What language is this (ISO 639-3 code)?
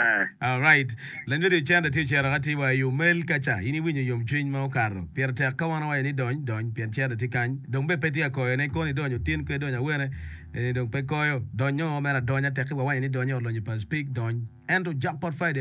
ach